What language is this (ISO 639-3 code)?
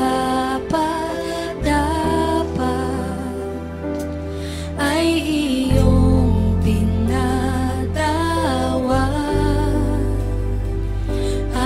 fil